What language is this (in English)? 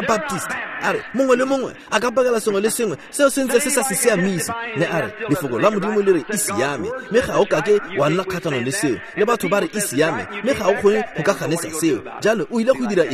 Tswana